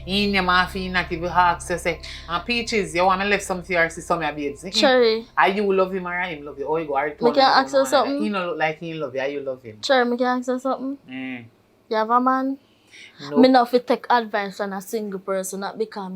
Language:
Jamaican Creole English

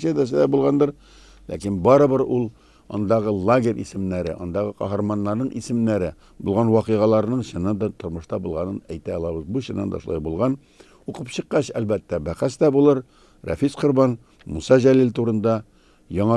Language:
Tatar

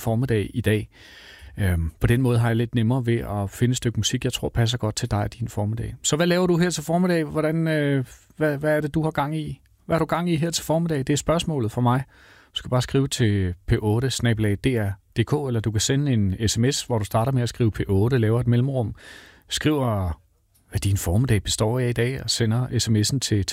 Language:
Danish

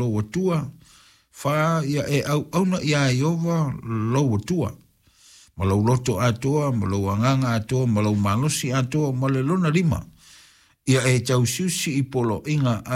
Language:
Samoan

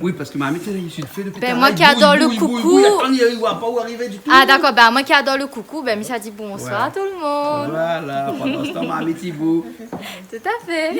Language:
Réunion Creole French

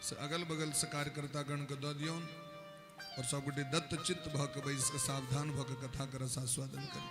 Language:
Maithili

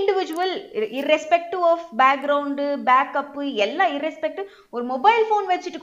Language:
Tamil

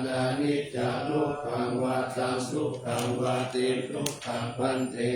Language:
Pali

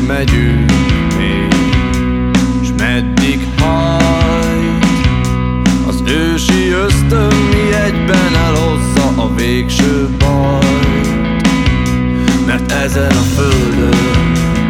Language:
Hungarian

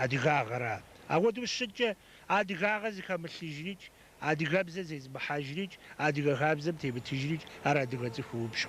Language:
Kabardian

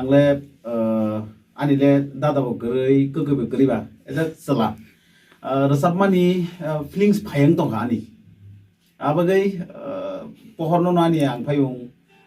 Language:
Kok Borok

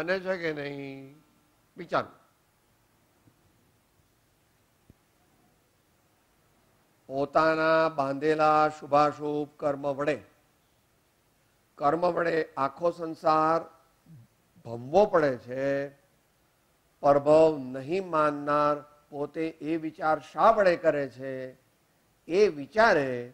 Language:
Gujarati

